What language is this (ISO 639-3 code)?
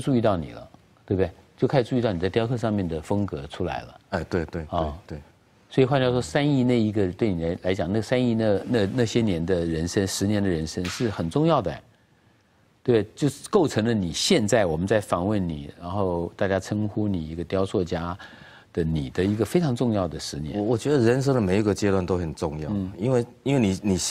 zho